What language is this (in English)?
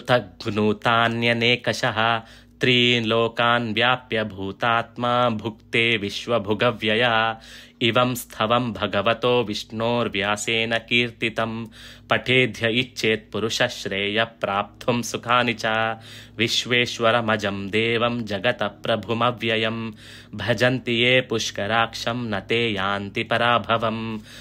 Sanskrit